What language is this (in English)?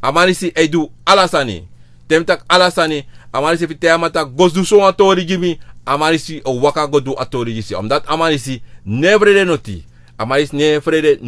Sranan Tongo